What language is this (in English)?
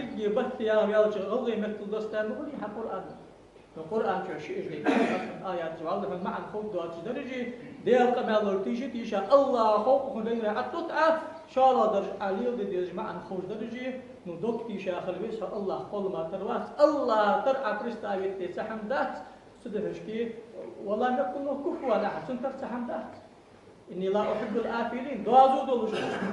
Ingush